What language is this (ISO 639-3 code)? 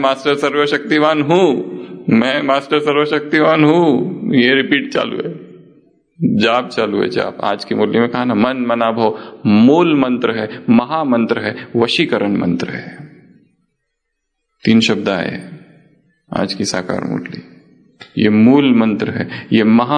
hin